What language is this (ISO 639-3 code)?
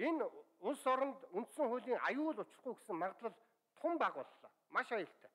mon